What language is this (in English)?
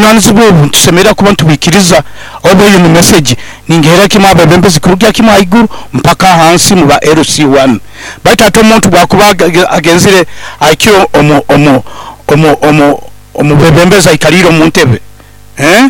Nyoro